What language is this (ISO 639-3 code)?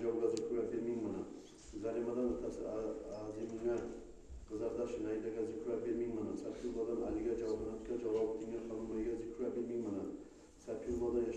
kum